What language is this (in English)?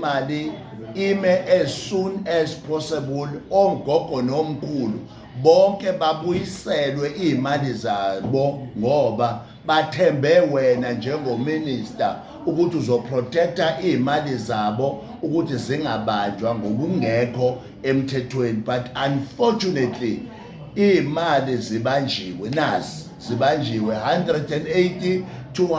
Zulu